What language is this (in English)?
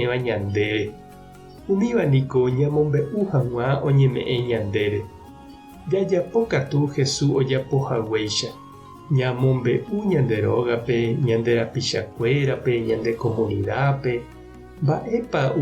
Guarani